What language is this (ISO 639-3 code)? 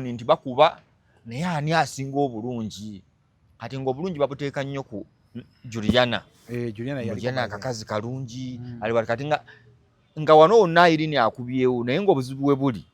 lug